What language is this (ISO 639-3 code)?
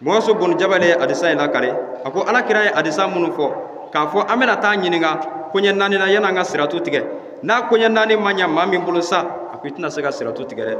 bam